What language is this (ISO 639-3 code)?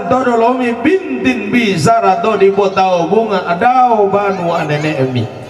sda